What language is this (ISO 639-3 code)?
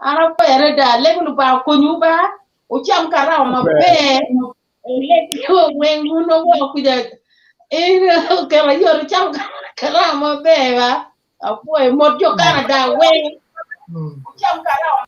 ach